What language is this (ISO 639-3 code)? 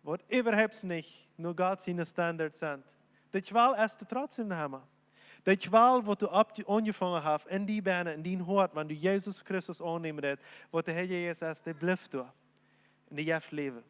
pdt